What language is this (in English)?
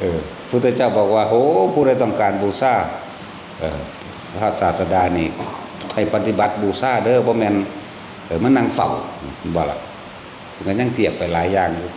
Northeastern Thai